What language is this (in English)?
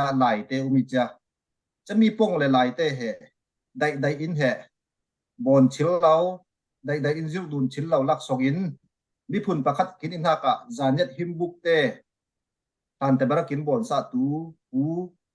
Falam Chin